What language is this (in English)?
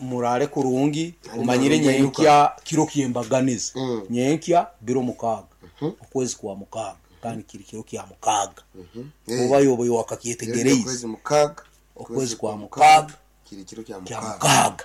Nyankole